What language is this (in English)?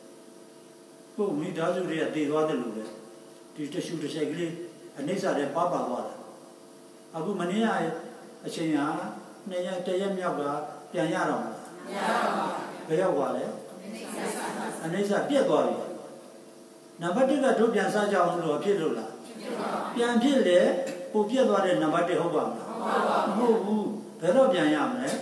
Burmese